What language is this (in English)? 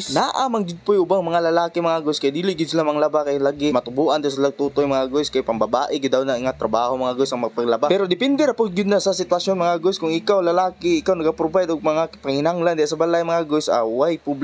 Cebuano